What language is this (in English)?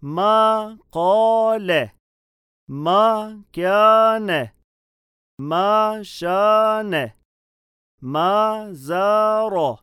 Albanian